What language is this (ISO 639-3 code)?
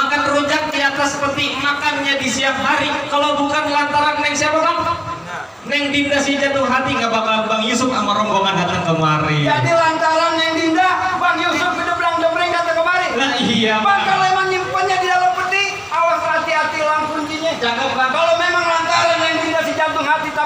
bew